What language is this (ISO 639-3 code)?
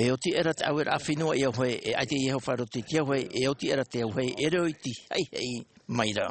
tah